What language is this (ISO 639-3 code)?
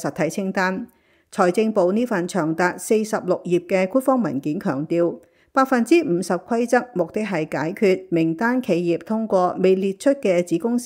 yue